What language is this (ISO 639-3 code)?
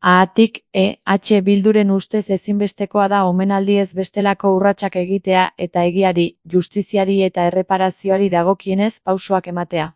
eus